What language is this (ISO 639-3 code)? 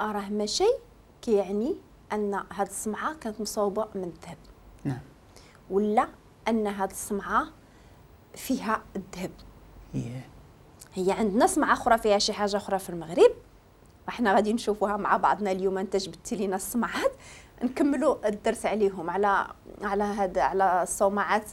ary